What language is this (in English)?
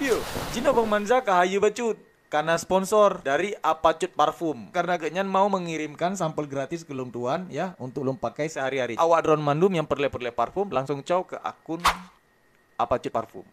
Achinese